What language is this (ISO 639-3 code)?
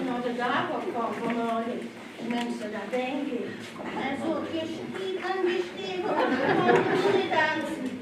lim